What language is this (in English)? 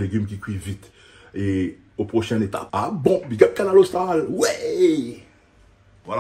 Réunion Creole French